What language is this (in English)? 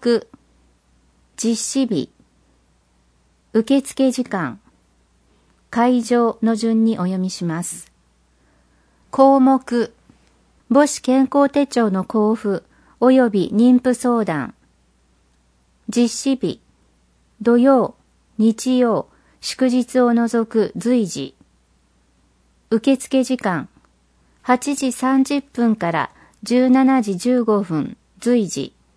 Japanese